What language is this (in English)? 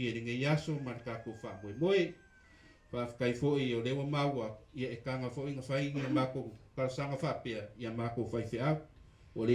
Samoan